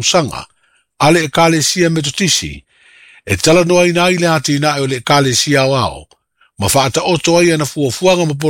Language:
Samoan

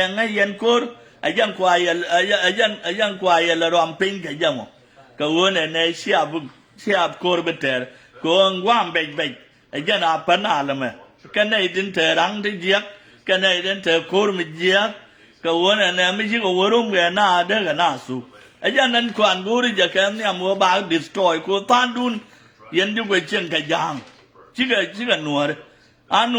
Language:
Nuer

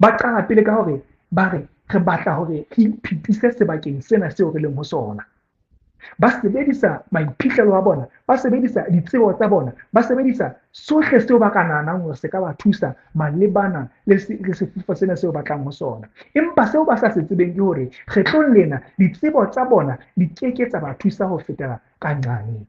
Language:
Southern Sotho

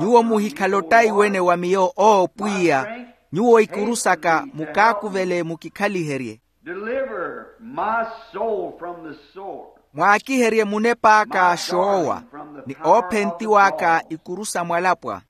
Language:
Makhuwa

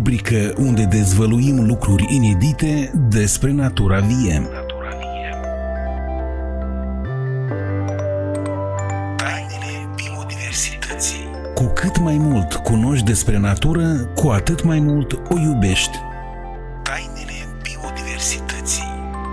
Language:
Romanian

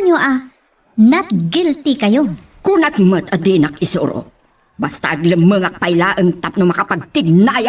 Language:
Iloko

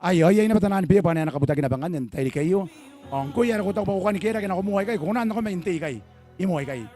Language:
Gilbertese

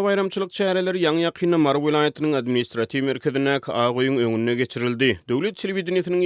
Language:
Turkmen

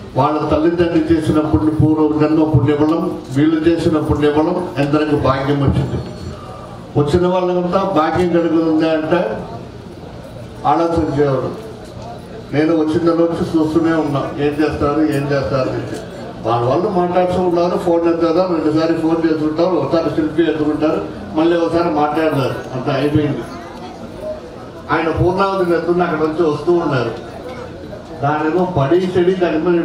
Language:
Telugu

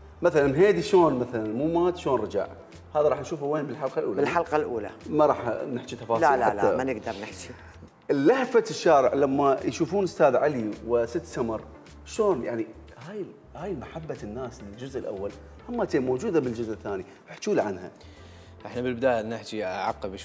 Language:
Mesopotamian Arabic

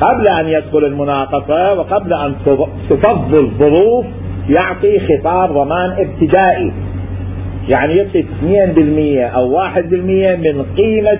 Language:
Mesopotamian Arabic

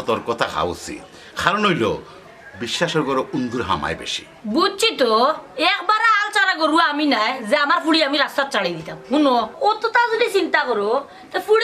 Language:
Sylheti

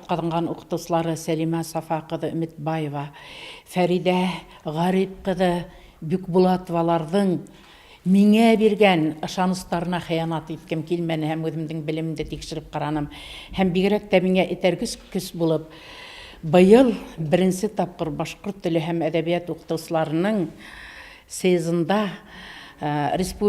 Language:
Bashkir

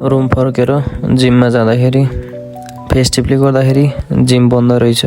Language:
Nepali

